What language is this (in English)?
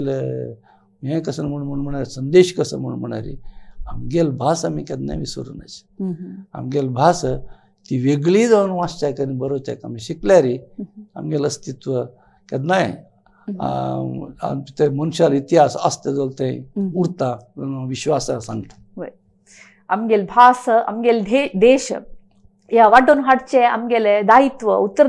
Konkani